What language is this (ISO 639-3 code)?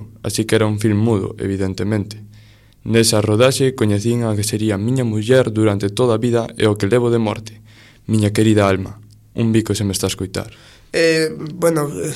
glg